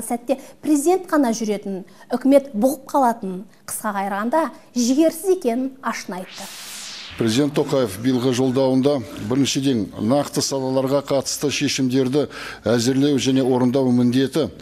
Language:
Kazakh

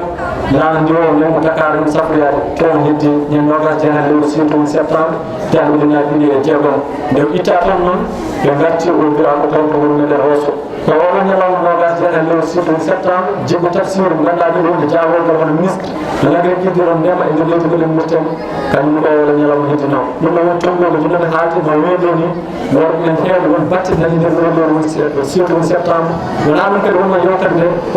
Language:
Fula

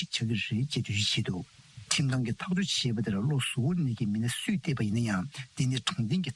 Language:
Tibetan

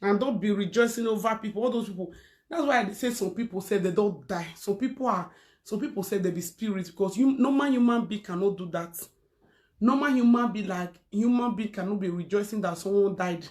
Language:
Nigerian Pidgin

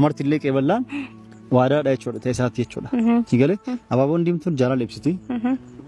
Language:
Oromo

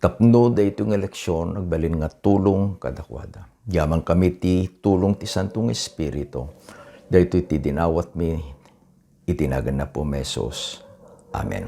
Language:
Iloko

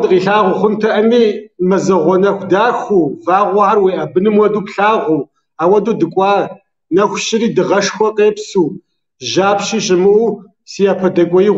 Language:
Kabardian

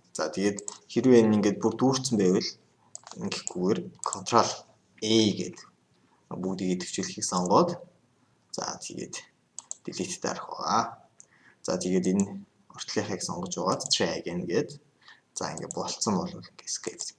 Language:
Mongolian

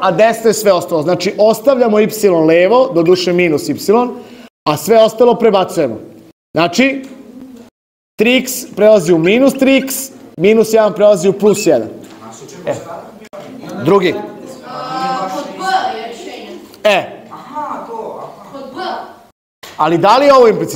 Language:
Serbian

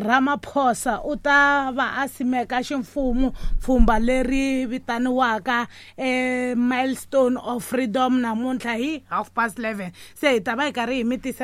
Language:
Tsonga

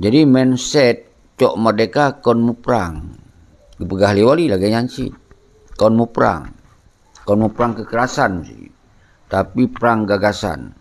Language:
Achinese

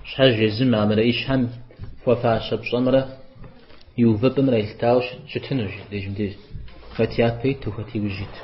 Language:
Kabardian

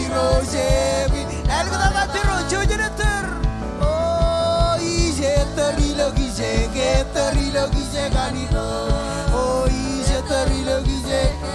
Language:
Marshallese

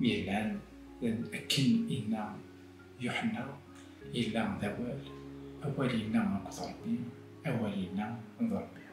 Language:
Kabyle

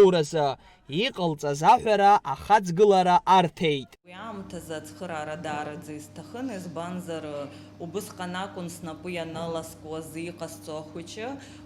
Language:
Abkhazian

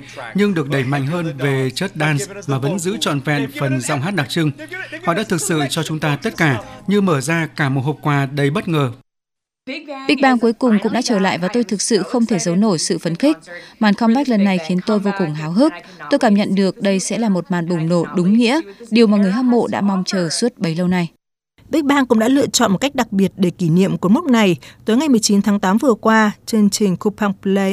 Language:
Vietnamese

